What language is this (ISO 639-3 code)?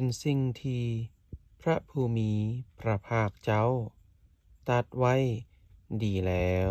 lao